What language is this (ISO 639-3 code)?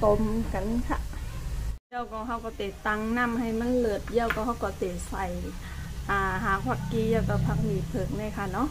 shn